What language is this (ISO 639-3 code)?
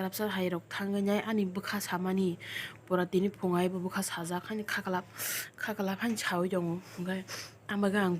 trp